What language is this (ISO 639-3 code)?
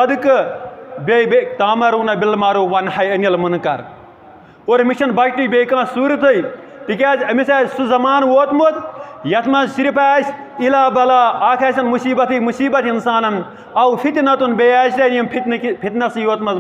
kas